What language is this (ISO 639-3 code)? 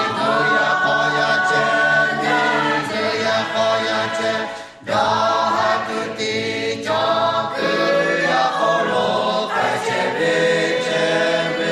lhu